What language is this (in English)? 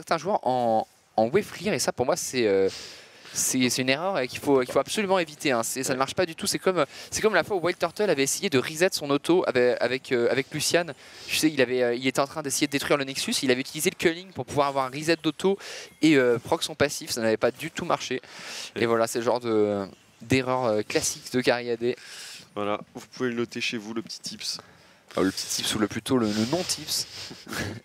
French